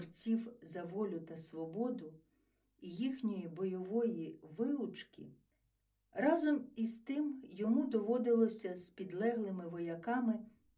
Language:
Ukrainian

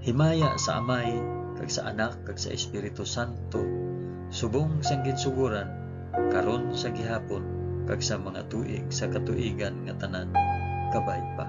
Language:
Hiligaynon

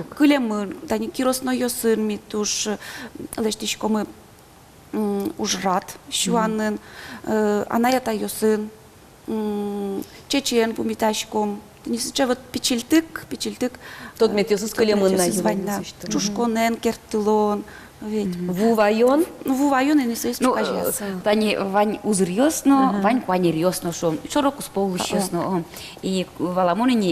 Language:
Udmurt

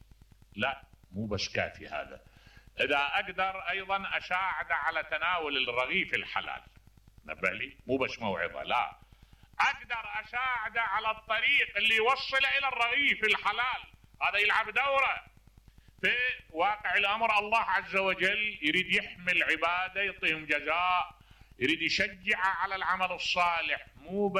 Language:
Mesopotamian Arabic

